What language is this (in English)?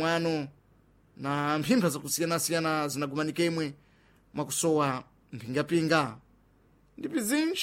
Sena